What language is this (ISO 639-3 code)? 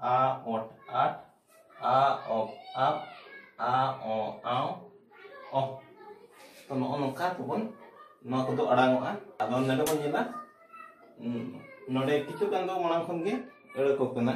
sat